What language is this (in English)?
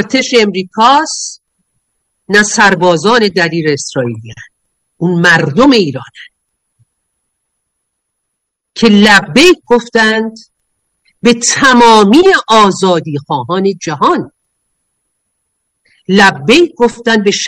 Persian